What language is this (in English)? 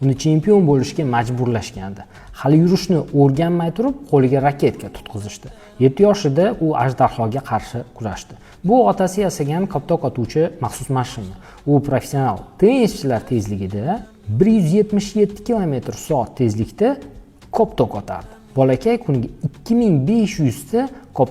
Uzbek